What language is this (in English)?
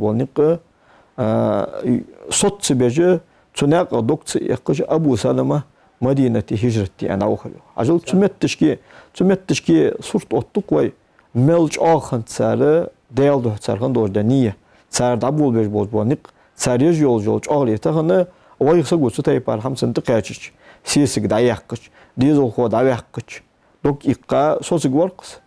Ingush